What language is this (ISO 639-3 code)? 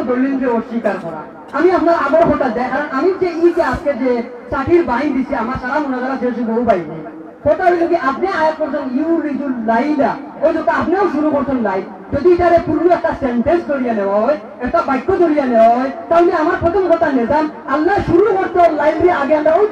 syl